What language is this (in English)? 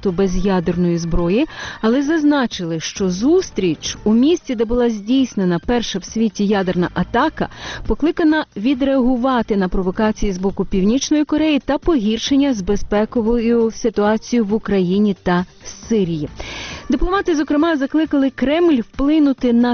Ukrainian